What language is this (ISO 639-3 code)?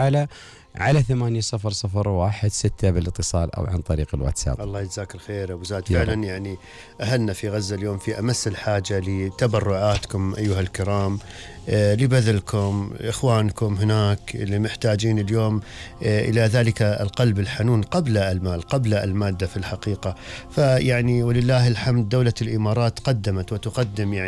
afb